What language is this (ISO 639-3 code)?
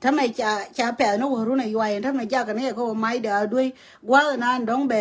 nus